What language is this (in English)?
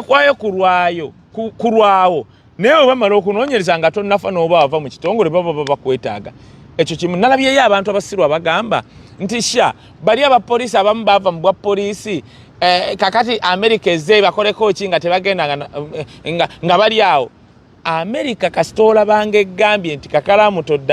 Ganda